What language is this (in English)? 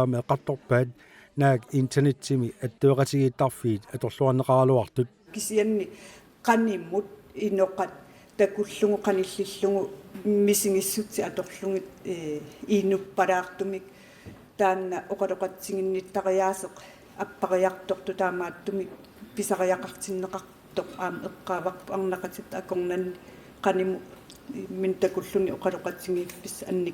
Kalaallisut